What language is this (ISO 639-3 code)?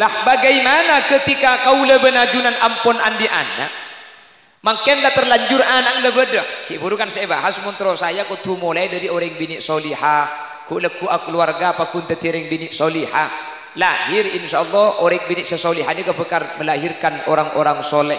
mad